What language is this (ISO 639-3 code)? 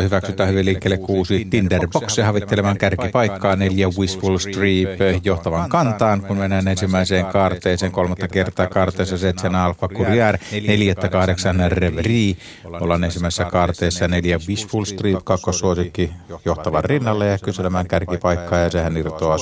fin